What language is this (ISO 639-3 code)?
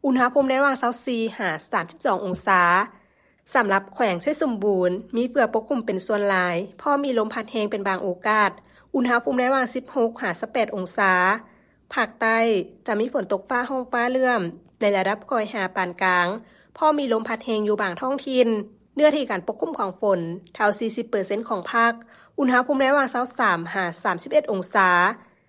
lao